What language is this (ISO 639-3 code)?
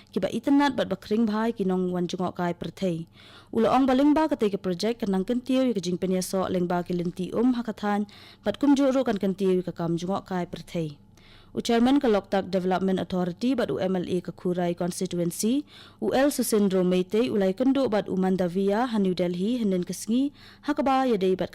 kha